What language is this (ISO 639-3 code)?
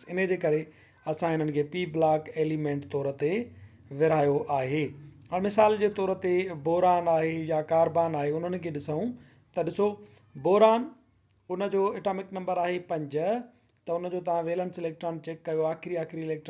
snd